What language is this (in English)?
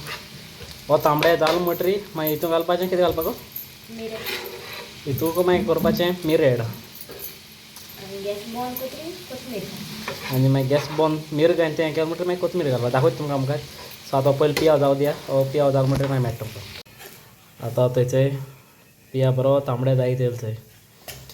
Konkani